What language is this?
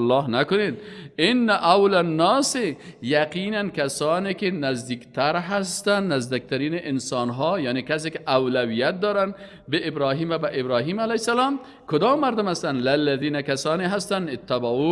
Persian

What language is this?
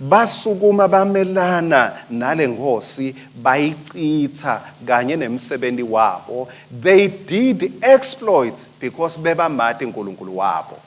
Swati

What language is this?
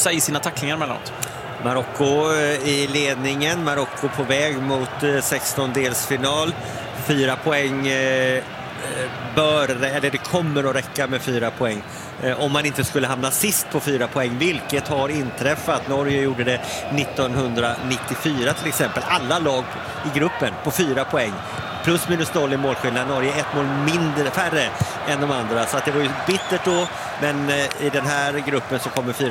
Swedish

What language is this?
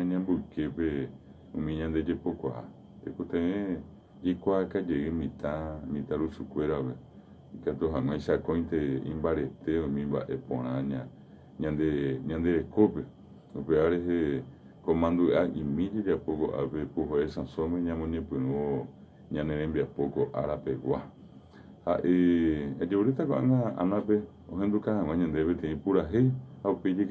Guarani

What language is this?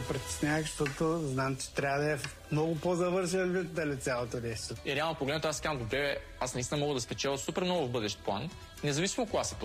Bulgarian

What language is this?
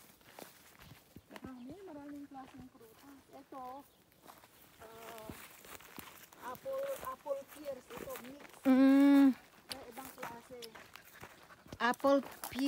Filipino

